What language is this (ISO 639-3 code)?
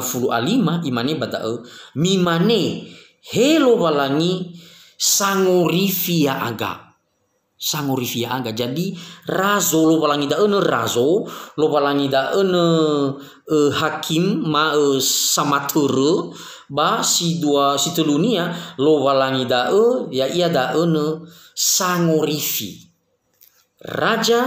nia